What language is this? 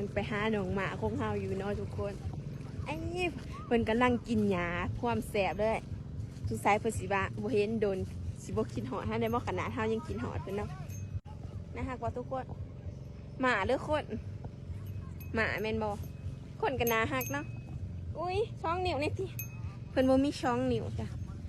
Lao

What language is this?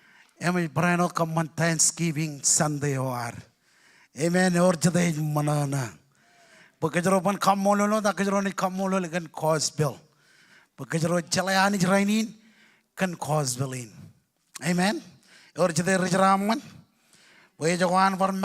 Marshallese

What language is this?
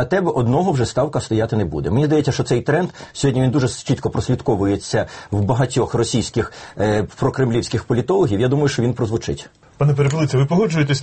Ukrainian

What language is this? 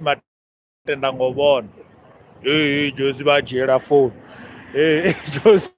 Venda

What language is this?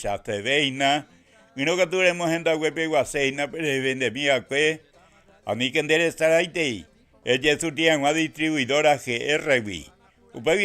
Guarani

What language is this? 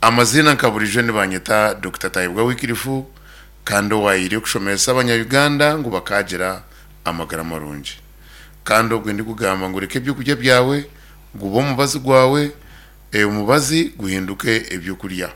Nyankole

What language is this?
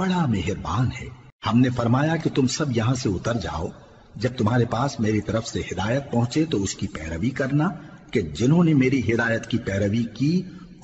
Urdu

